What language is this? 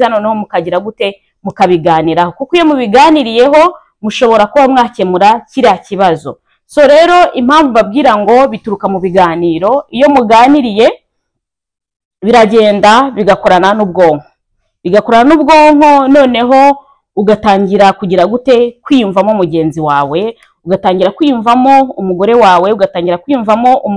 Kinyarwanda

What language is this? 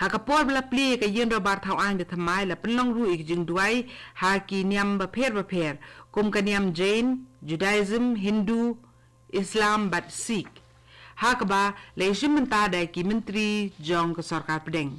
Khasi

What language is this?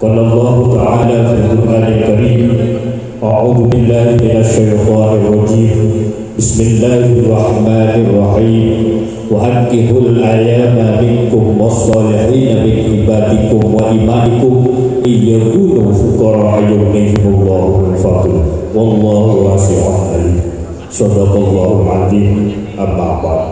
Madurese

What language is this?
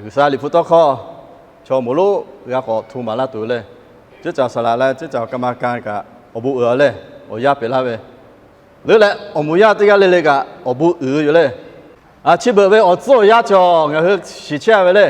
Lahu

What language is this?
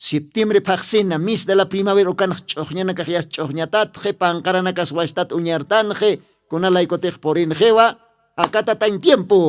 Aymara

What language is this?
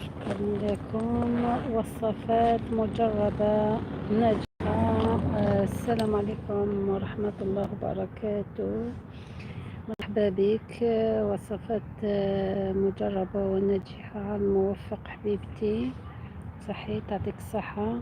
Algerian Arabic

